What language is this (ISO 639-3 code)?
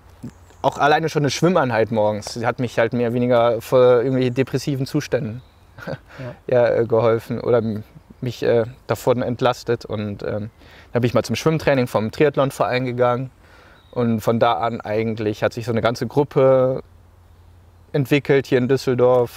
deu